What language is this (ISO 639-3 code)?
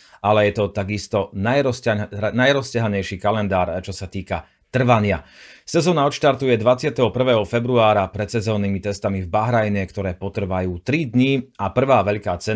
slk